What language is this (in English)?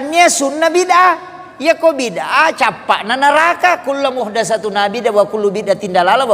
Buginese